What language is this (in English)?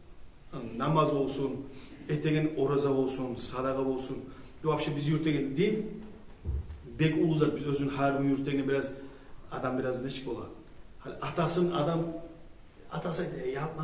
Kumyk